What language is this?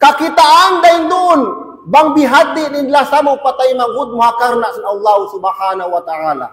Tausug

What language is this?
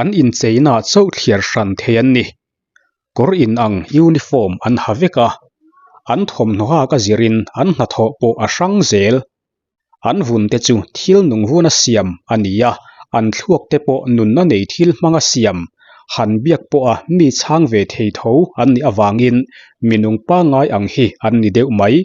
Mizo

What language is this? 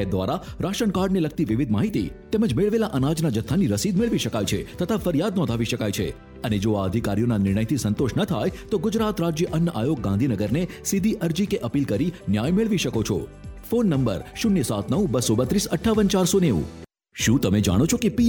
Gujarati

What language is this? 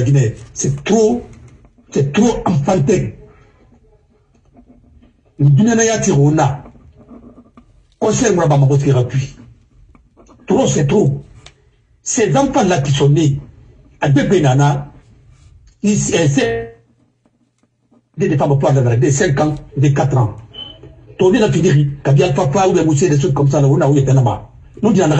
French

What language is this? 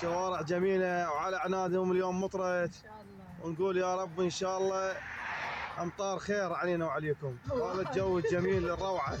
Mesopotamian Arabic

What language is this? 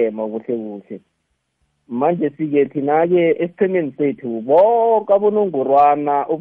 South Ndebele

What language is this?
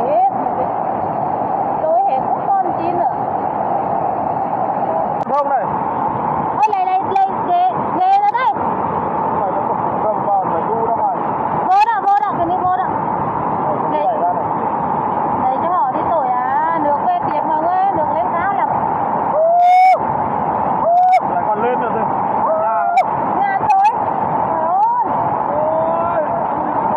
Vietnamese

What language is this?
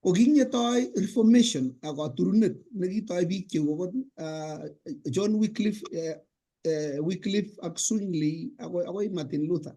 Kalenjin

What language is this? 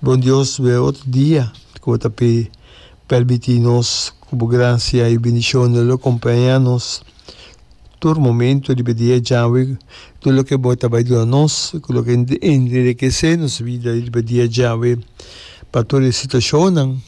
Papiamento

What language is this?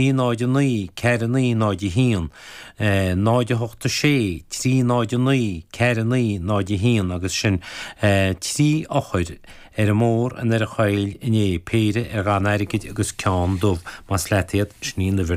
Irish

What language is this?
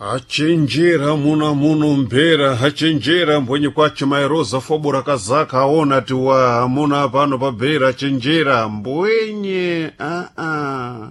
Sena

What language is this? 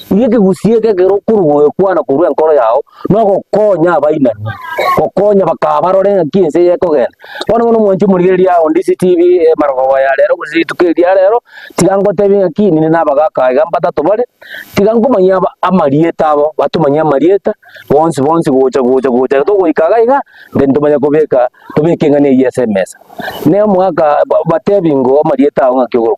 Gusii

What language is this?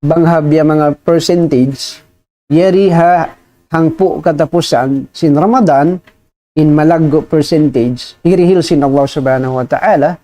Tausug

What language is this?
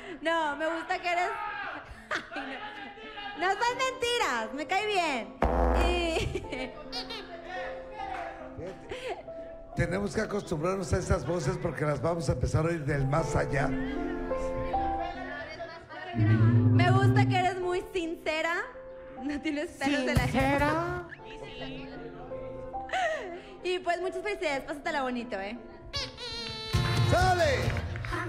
Spanish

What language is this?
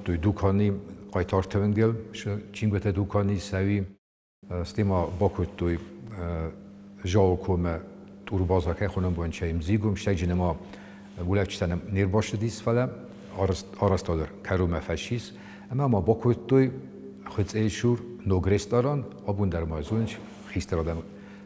Ossetic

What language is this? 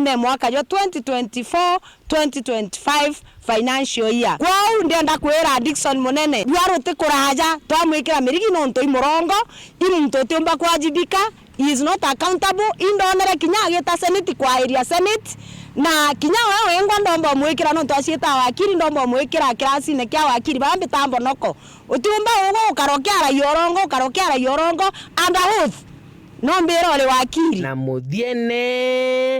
Meru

